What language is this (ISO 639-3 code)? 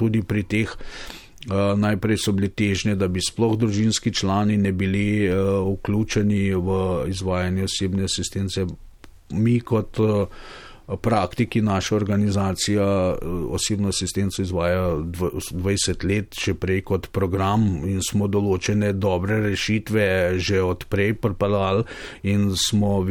slv